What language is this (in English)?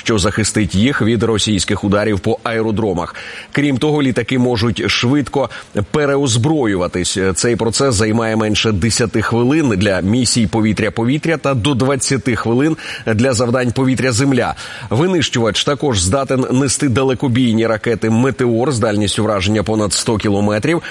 Ukrainian